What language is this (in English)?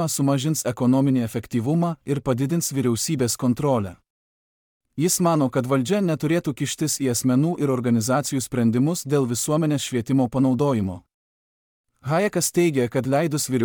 Lithuanian